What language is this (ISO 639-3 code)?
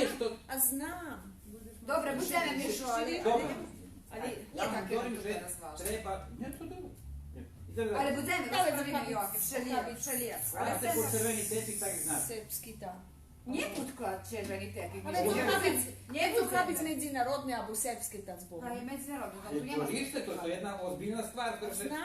rue